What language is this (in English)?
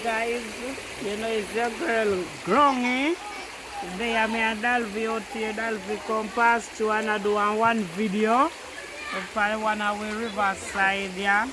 Jamaican Creole English